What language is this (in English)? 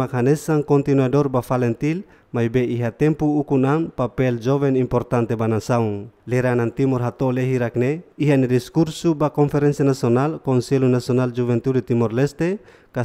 Tetum